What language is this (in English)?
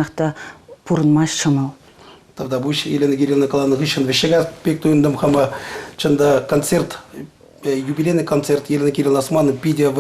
Chuvash